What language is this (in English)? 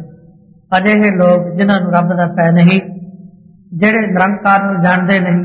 Punjabi